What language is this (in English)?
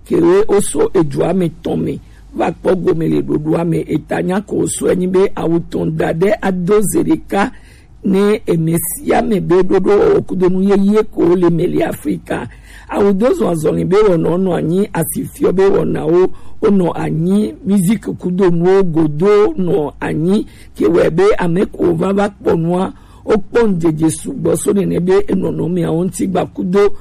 Gen